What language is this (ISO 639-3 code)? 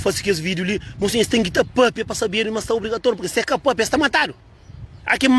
kea